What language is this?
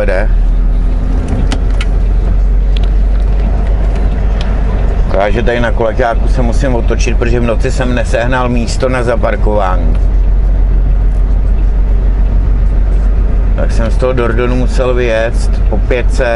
Czech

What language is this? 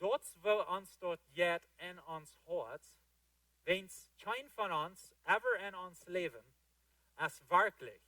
Plautdietsch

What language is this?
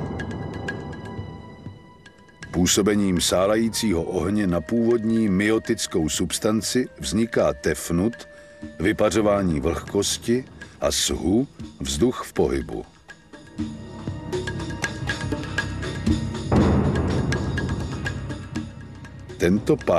Czech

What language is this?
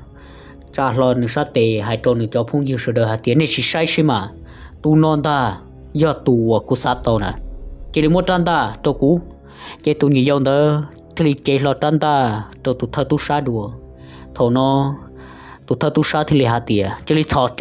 Hmong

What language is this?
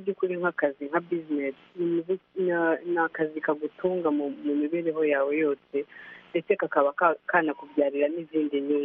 Kinyarwanda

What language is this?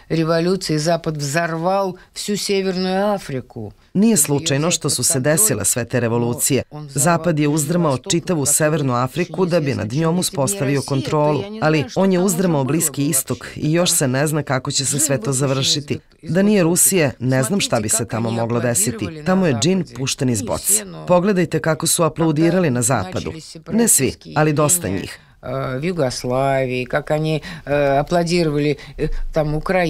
Serbian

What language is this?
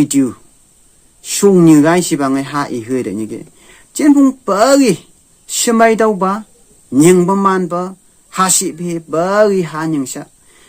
Phom Naga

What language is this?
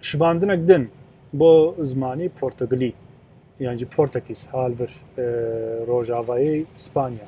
Kurdish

